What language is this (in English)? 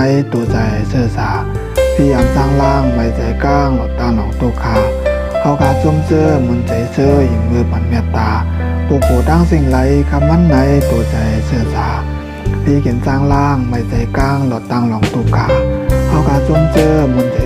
Shan